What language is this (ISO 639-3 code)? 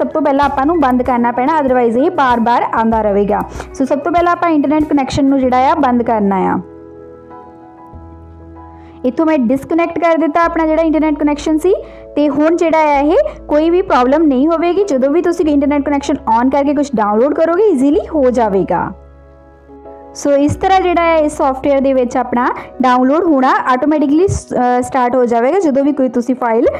pan